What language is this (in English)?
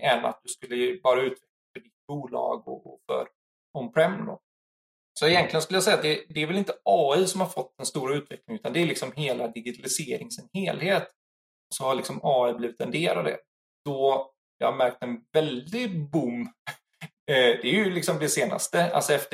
Swedish